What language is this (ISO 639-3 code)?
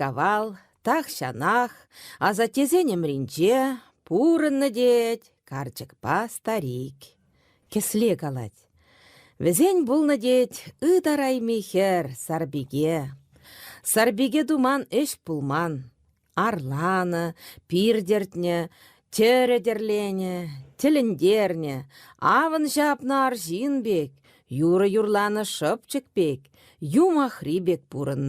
chv